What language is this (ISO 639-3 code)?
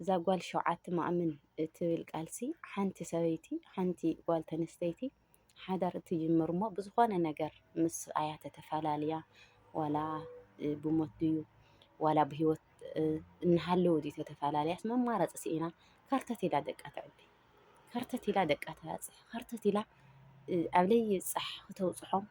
tir